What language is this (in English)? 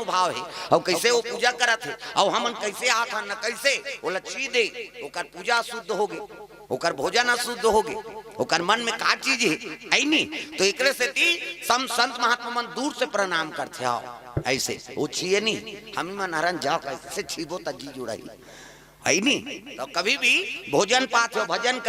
Chhattisgarhi